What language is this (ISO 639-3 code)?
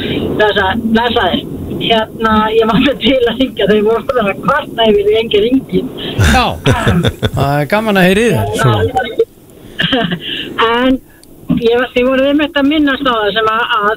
isl